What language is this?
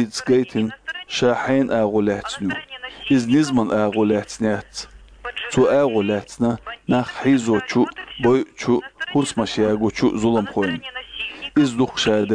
Chechen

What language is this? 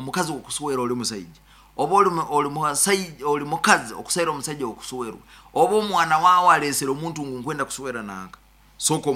Nyoro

